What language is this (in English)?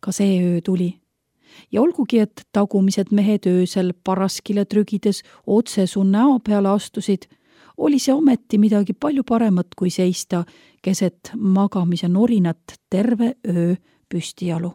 Estonian